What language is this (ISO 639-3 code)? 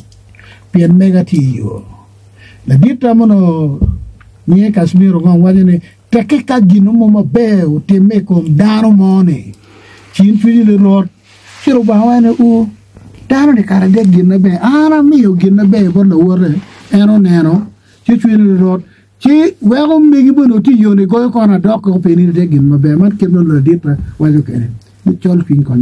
ach